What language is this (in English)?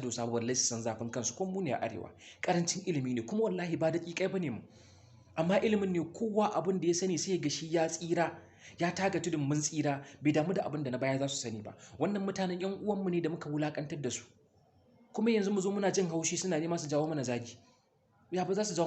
Hausa